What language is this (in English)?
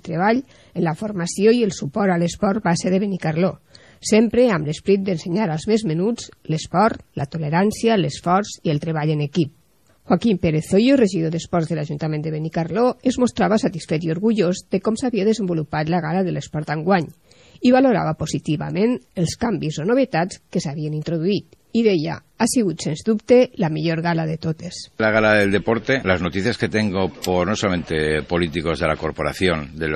Catalan